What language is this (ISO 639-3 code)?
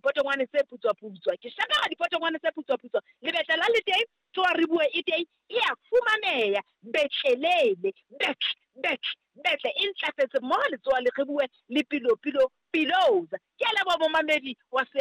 sot